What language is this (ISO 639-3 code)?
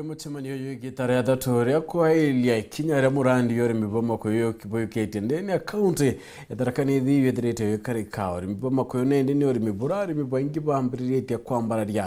mer